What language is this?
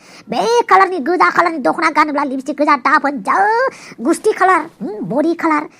Bodo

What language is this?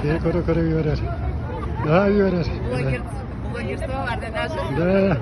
Yakut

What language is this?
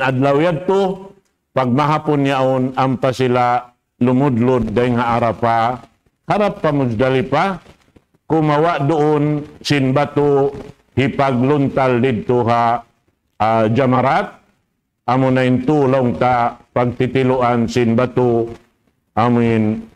Tausug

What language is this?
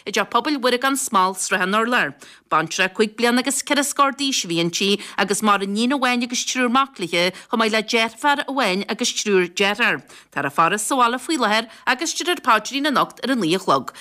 Irish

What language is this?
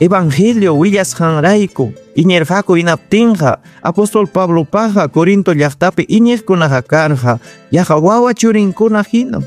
Ayacucho Quechua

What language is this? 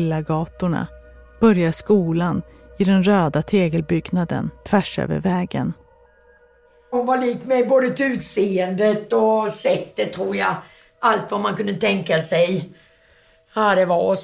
Swedish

